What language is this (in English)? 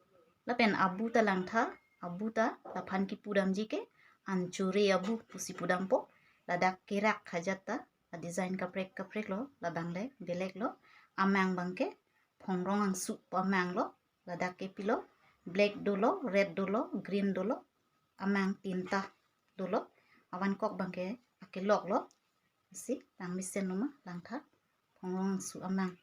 Karbi